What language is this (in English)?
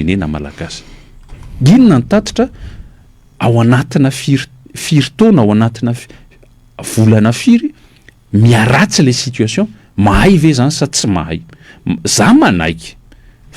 Malagasy